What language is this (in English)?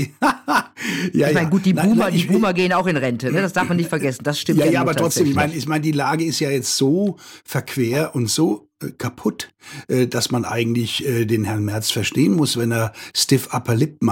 German